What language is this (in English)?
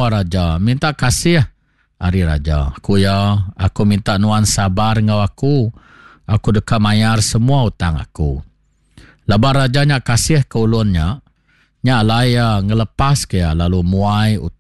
Iban